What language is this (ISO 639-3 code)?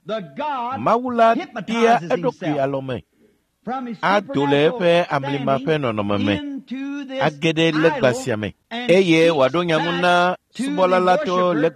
ewe